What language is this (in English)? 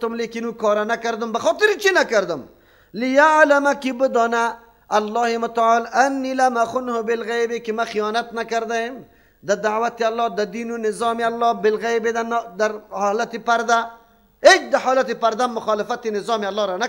Persian